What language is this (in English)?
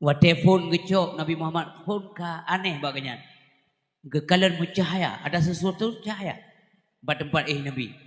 Achinese